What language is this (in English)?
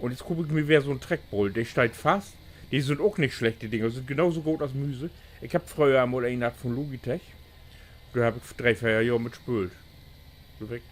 Low German